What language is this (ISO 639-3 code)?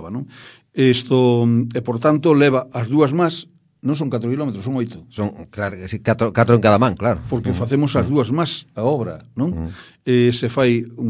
glg